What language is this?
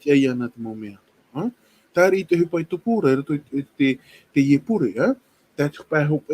Tahitian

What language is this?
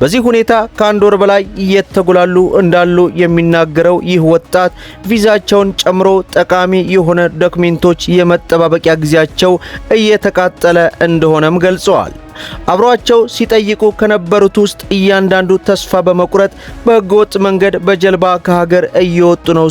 Amharic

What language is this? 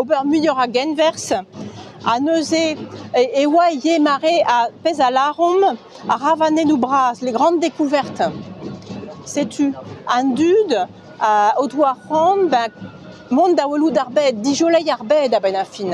Breton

